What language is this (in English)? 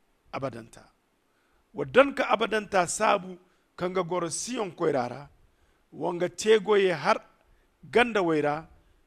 Zarma